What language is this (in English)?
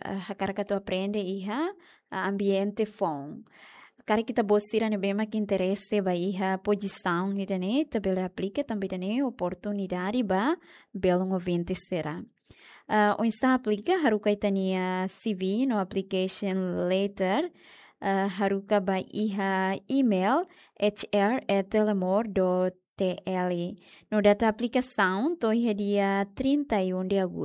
Tetum